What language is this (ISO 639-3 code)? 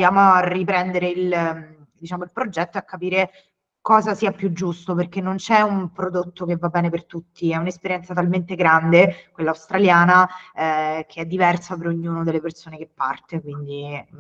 ita